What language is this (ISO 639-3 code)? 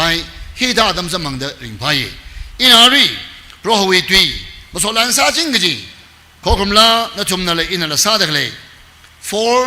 nmf